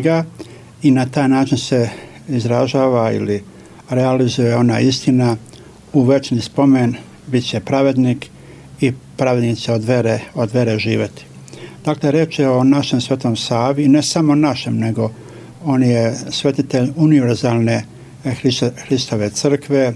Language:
Serbian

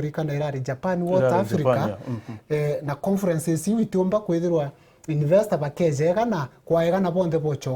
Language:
Meru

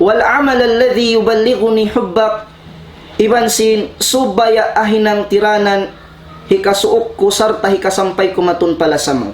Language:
Tausug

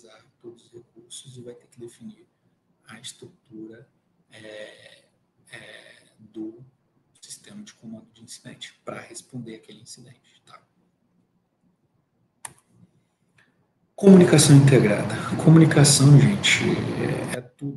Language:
Portuguese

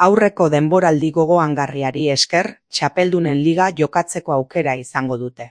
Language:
Basque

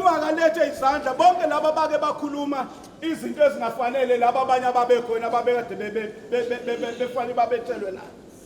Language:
Zulu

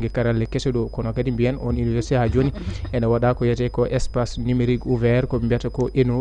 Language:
Fula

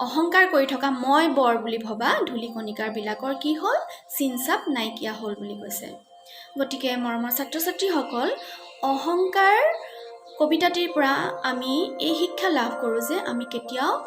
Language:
Assamese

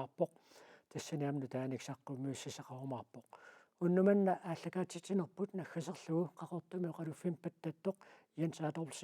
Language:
Kalaallisut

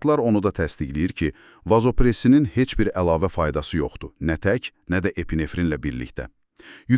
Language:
Azerbaijani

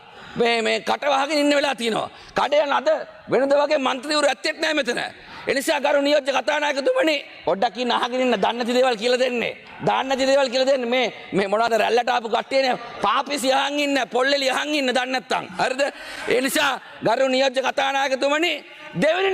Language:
Sinhala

